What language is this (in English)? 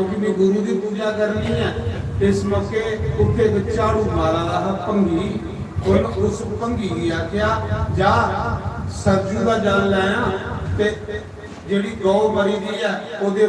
Dogri